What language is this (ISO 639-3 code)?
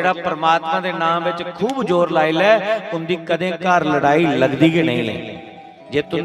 doi